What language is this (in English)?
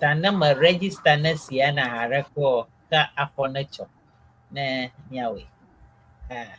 Ewe